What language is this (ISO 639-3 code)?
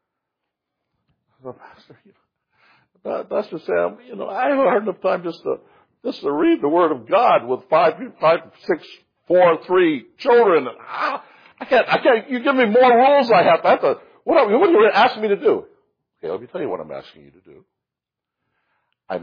eng